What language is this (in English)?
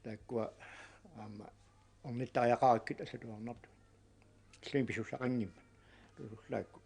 Kalaallisut